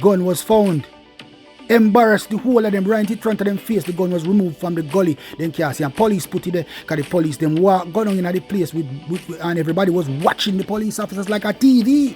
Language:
Jamaican Creole English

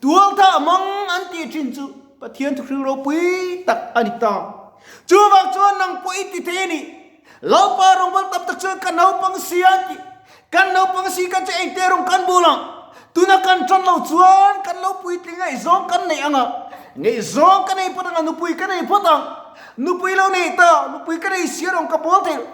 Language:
Mizo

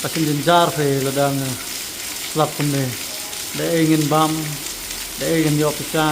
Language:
Khasi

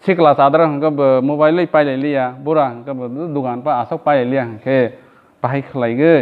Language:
Kok Borok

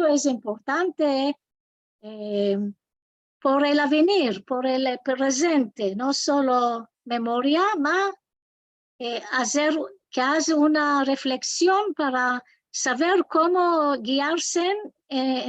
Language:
Ladino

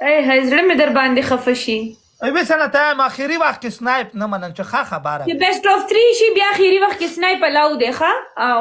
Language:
Pashto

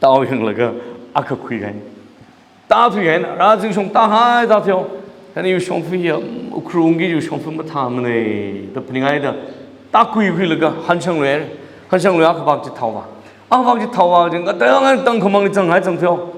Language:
Tangkhul Naga (India)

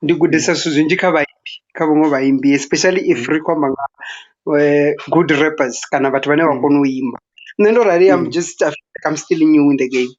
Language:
Venda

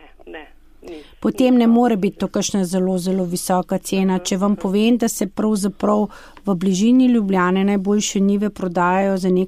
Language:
Slovenian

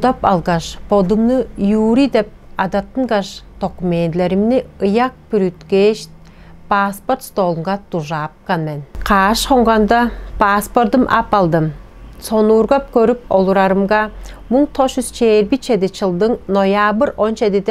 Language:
Tuvinian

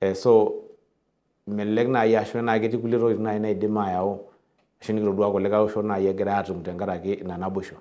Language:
Masai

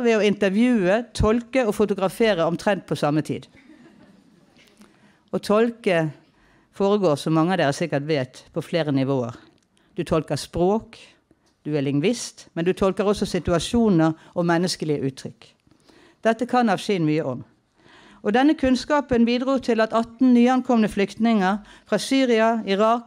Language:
Norwegian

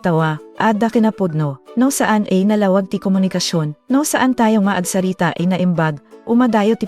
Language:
Iloko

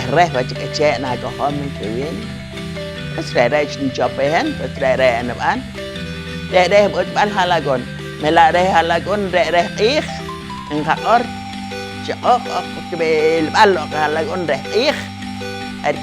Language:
Poqomchi'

